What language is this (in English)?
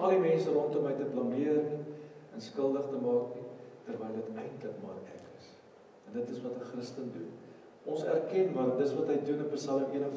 Afrikaans